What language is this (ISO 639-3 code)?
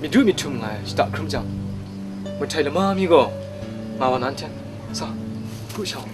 kac